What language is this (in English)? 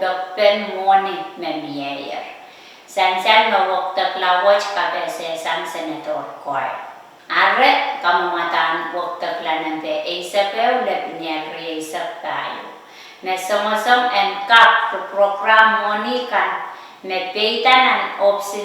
Pohnpeian